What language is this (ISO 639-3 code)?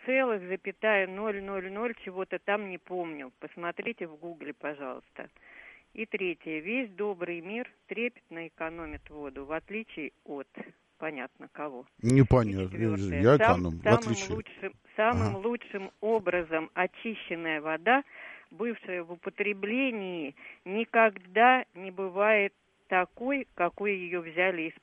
rus